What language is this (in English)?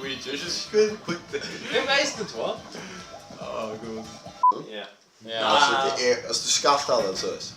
Faroese